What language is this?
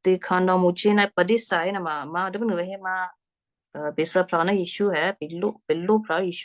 Western Kayah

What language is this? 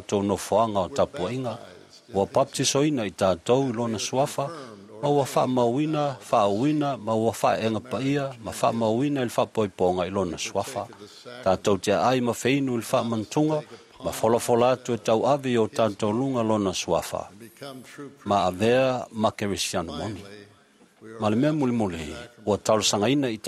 Samoan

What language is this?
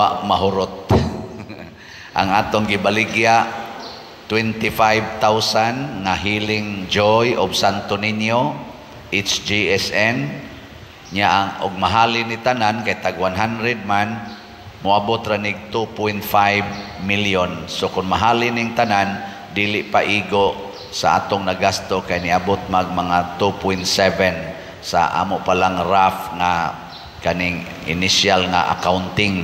Cebuano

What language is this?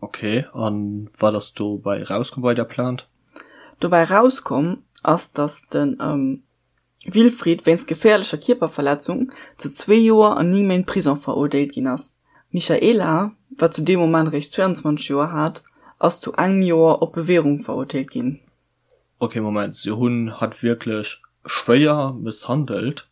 Luxembourgish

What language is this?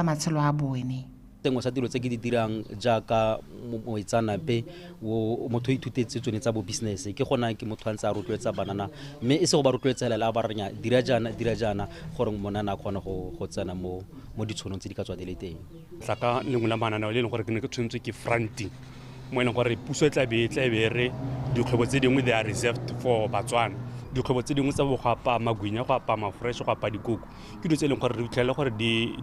Tswana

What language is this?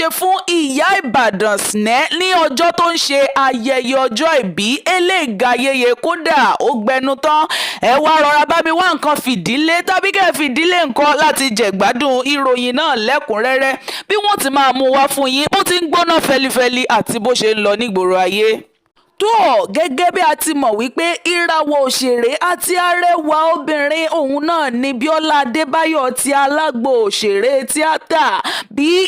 Yoruba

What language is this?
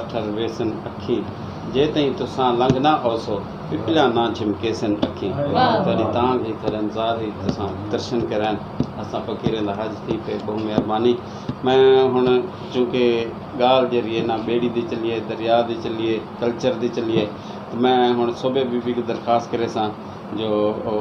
Saraiki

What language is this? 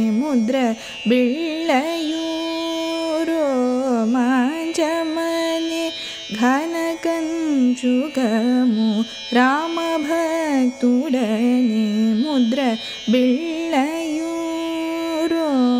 Telugu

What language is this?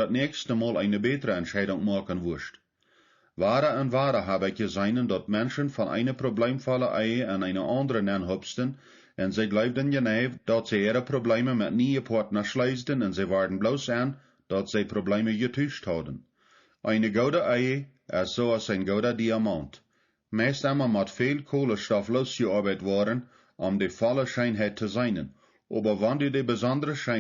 Plautdietsch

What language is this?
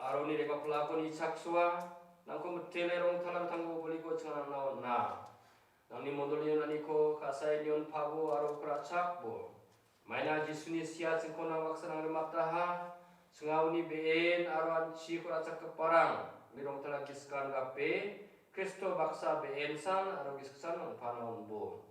Garo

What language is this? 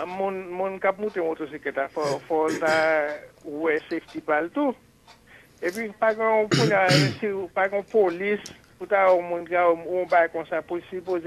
Haitian Creole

